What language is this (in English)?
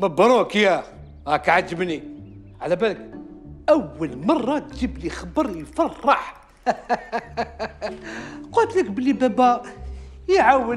Algerian Arabic